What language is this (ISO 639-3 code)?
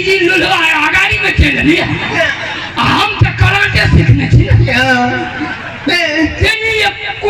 mai